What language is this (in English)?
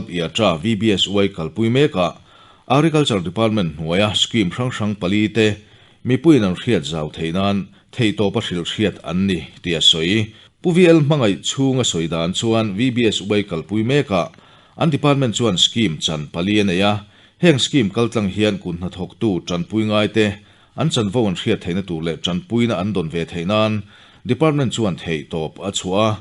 Mizo